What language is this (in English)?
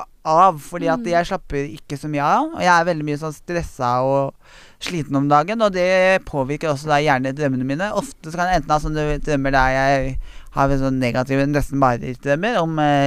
Norwegian